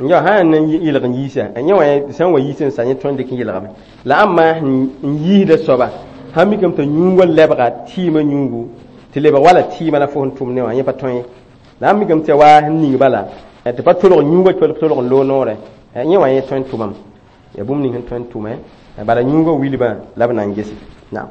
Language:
Mossi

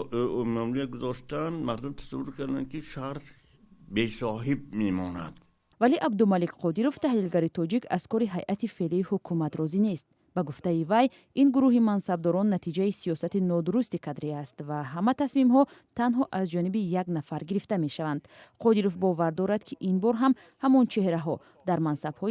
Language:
Tajik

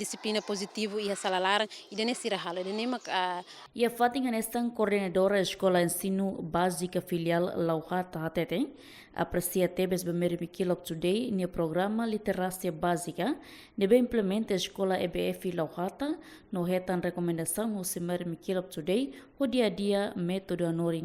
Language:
Tetum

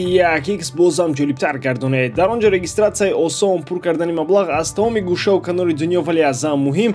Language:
Tajik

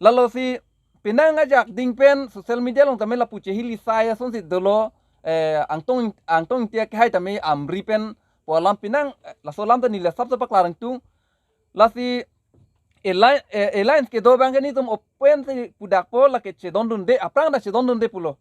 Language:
Karbi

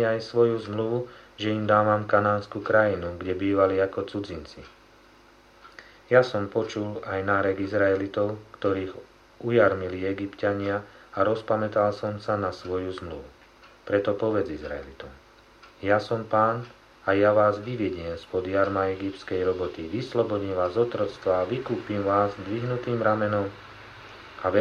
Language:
Slovak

